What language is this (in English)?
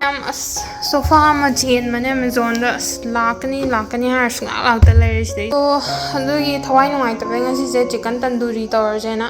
Manipuri